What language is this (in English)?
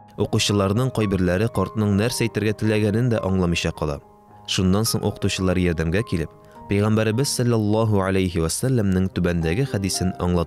Tatar